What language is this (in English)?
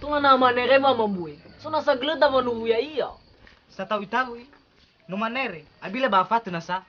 Nias